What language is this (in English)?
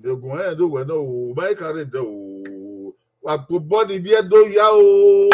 Bini